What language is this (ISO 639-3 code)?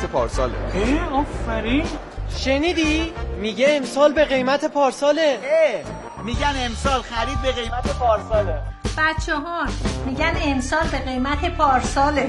fas